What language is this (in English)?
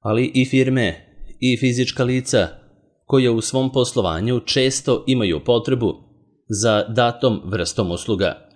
Serbian